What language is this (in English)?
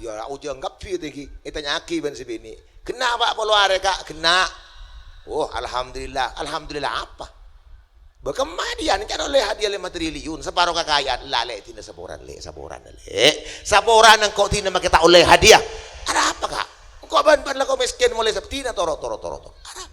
Madurese